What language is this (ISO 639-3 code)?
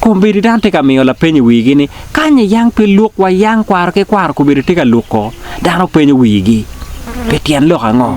ach